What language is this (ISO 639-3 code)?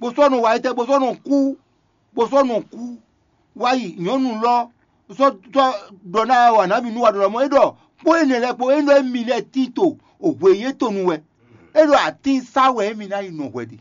fon